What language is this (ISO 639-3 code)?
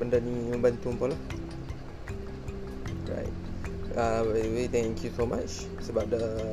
msa